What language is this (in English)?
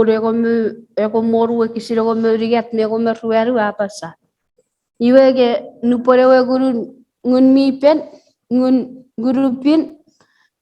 Chuukese